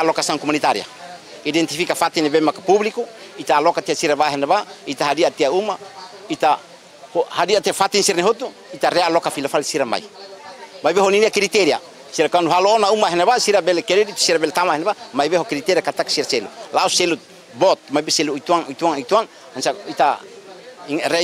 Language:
Tetum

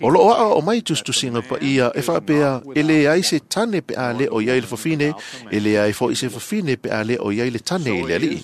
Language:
Samoan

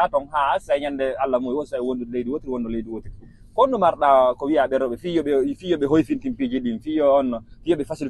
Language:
Fula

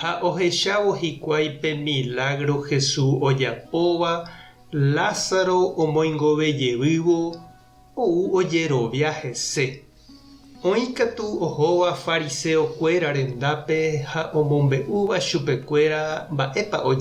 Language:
Guarani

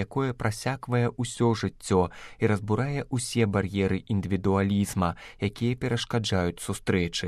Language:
Belarusian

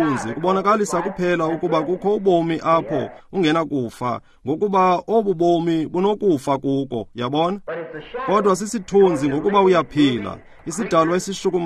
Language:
Xhosa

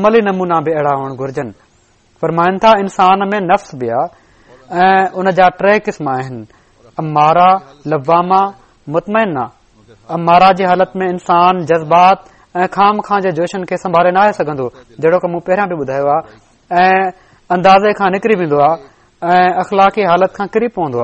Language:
Sindhi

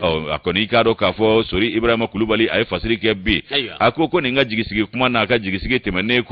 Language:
Bambara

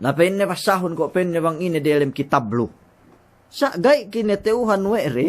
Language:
Yakan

